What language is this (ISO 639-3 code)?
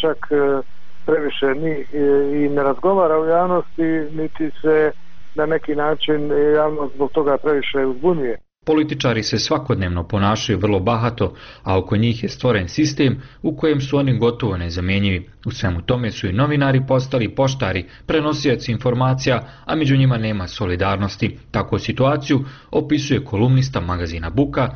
bos